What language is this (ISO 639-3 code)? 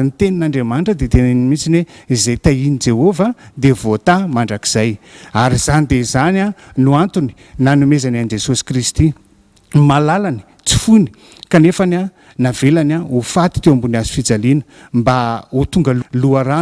mlg